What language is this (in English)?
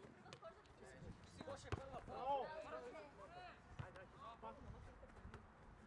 Bulgarian